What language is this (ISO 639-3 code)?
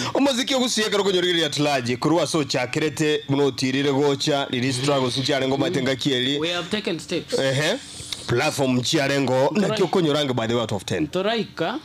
guz